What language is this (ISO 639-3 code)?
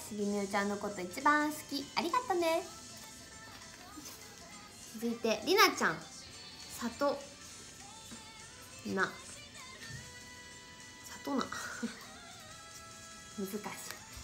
jpn